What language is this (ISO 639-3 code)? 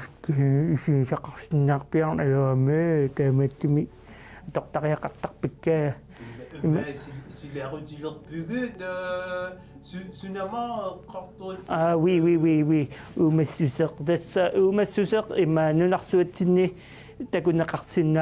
kal